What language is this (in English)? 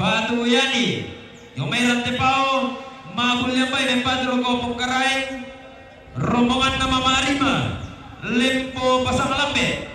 Toraja-Sa'dan